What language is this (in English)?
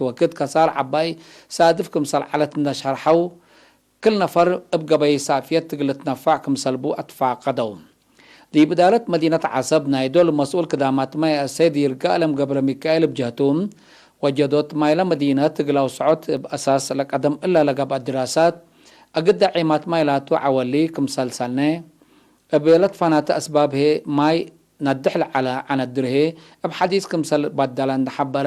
Tigre